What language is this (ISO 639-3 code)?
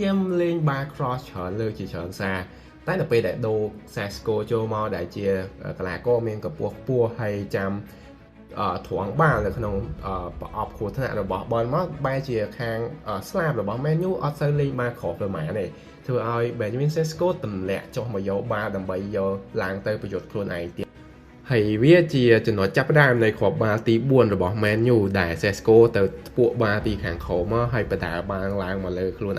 khm